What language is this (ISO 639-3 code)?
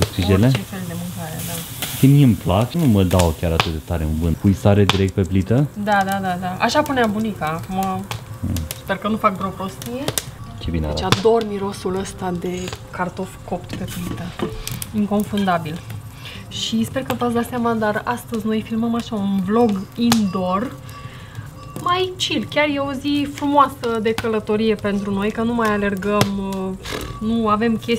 ron